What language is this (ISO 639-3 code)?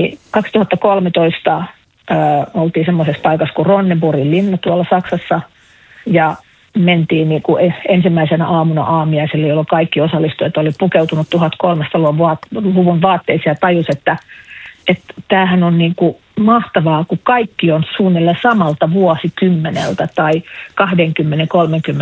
fin